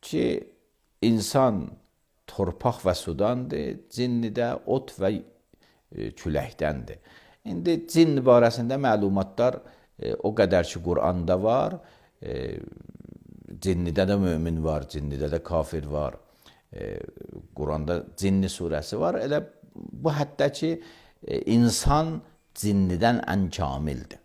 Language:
Azerbaijani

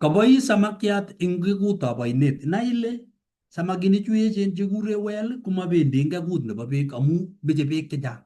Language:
Kalenjin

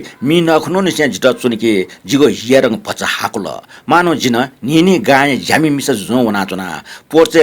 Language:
Newari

